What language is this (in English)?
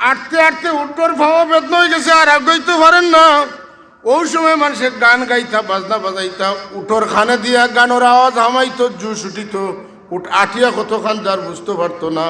Sylheti